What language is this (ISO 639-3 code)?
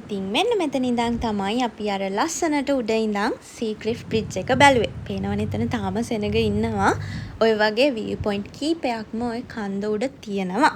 sin